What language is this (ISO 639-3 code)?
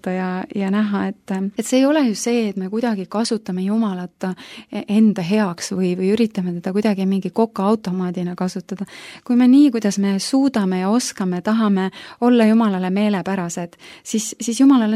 est